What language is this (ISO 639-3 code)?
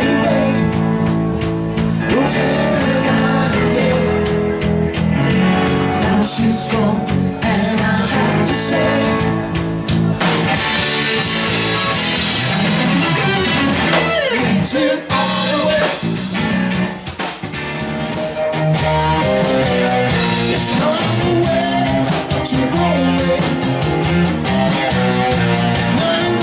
eng